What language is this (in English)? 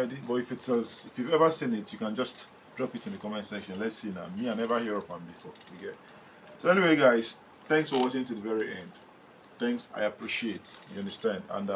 Nigerian Pidgin